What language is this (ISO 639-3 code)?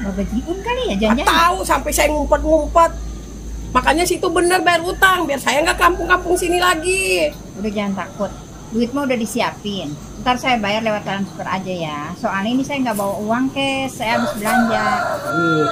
bew